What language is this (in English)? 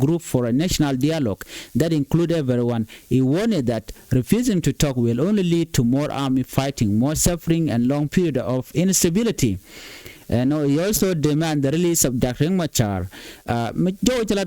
Nuer